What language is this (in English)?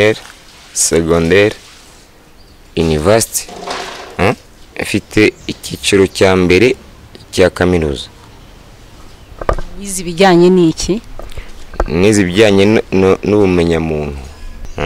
Kinyarwanda